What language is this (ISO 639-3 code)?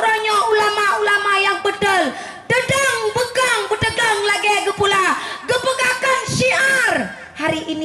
ace